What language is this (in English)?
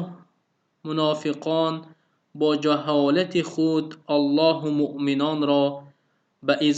Tajik